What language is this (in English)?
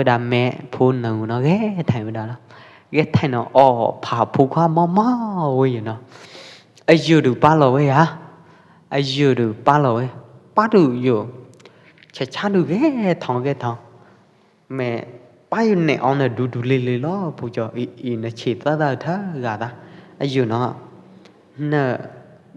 Pwo Eastern Karen